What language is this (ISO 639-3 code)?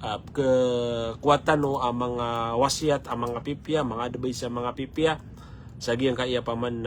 mrw